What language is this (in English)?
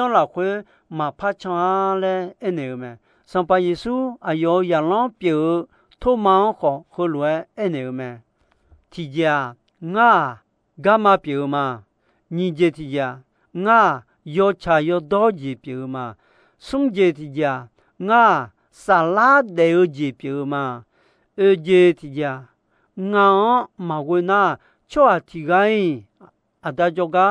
Akha